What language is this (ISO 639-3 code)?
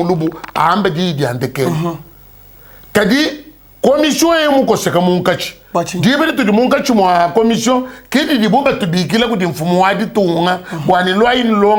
lua